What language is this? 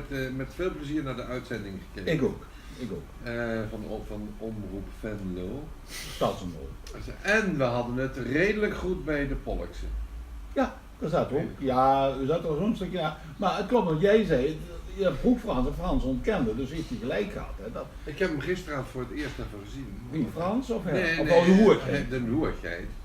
Limburgish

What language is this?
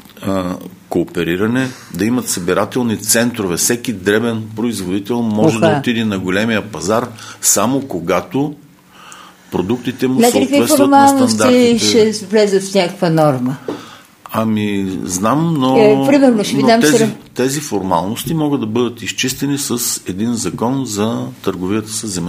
Bulgarian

